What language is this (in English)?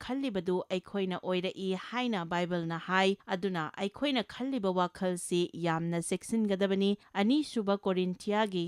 Manipuri